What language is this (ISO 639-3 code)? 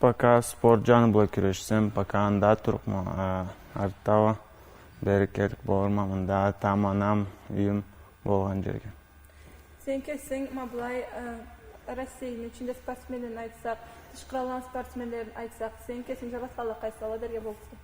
krc